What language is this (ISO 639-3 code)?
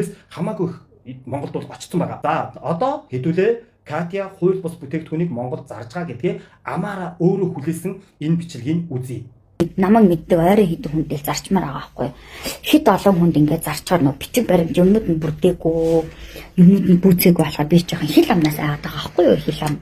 mon